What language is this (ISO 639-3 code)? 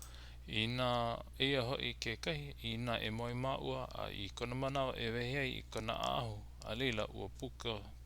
haw